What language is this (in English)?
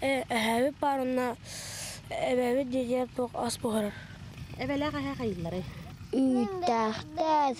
Yakut